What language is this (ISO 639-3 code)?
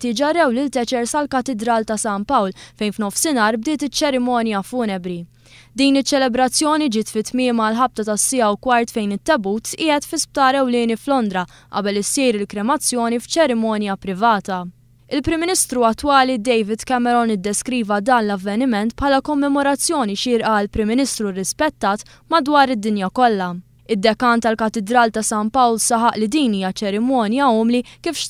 mlt